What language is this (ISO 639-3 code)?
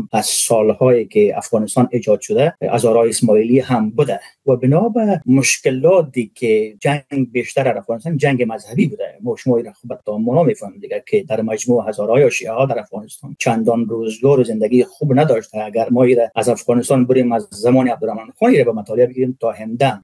fas